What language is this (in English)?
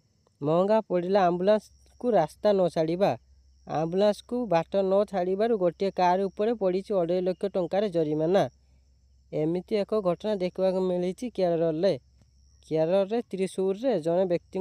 Odia